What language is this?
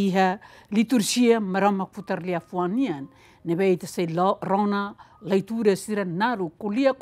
Tetum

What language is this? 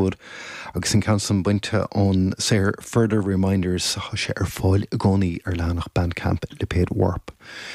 Irish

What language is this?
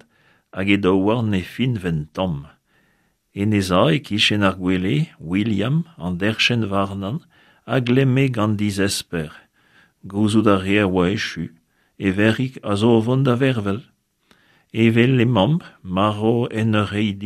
Breton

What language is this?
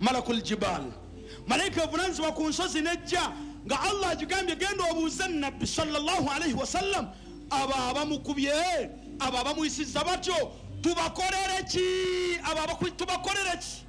Ganda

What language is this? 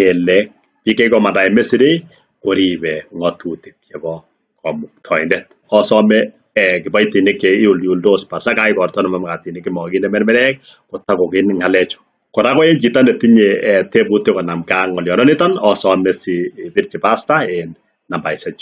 Kalenjin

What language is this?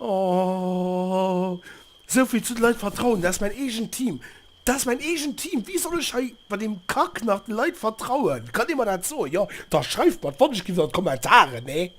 Luxembourgish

